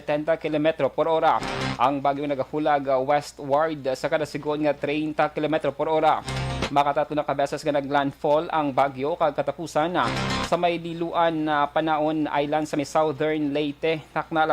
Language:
Hiligaynon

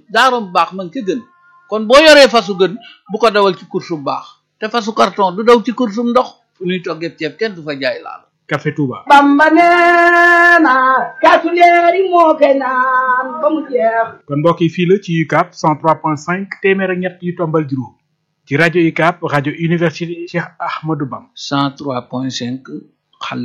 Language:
Wolof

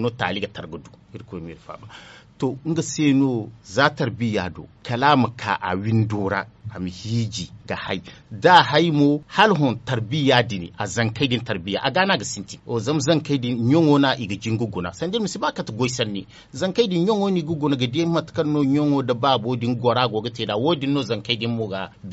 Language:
Zarma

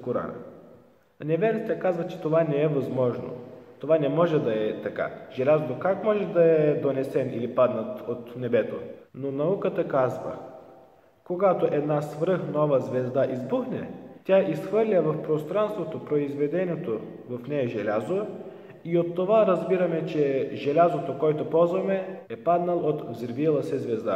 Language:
Bulgarian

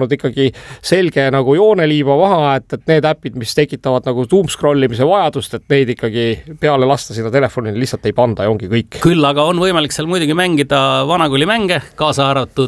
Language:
Estonian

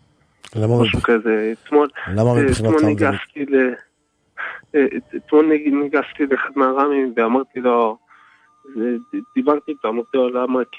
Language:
Hebrew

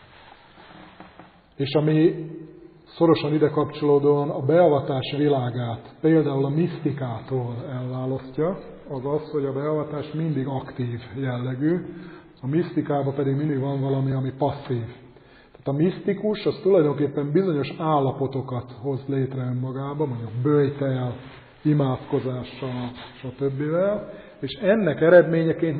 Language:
Hungarian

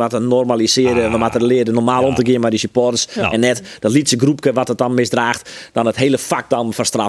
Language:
Western Frisian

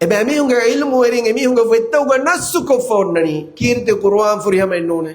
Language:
Divehi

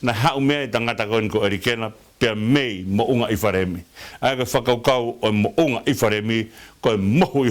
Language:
Tongan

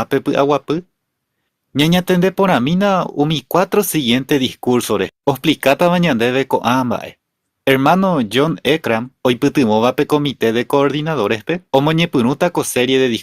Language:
Guarani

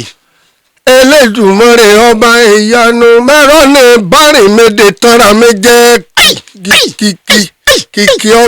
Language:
Yoruba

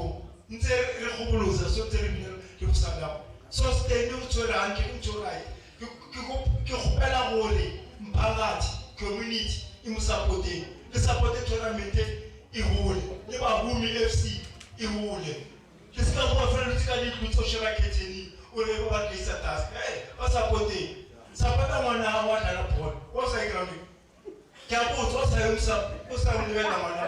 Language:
Northern Sotho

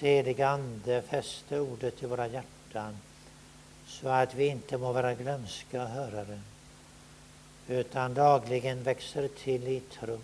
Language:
Swedish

